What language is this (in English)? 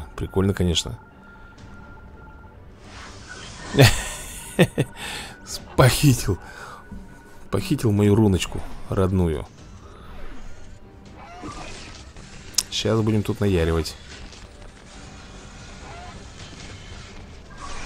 Russian